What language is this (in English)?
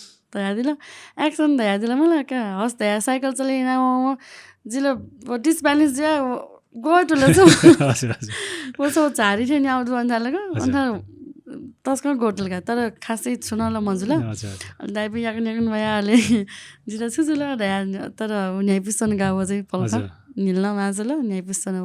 Newari